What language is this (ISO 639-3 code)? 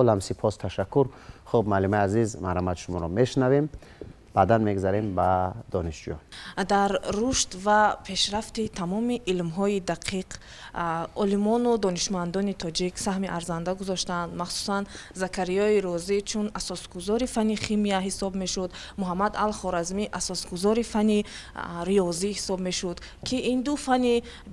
tgk